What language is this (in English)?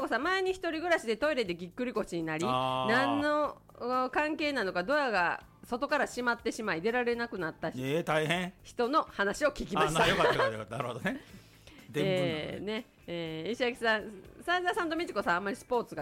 Japanese